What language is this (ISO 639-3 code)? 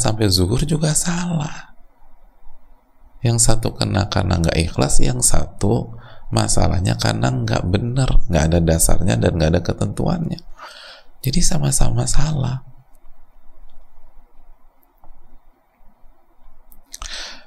ind